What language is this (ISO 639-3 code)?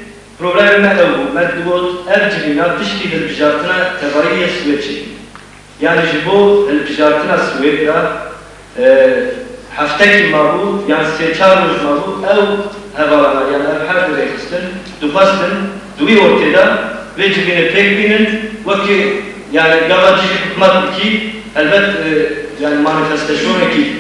kur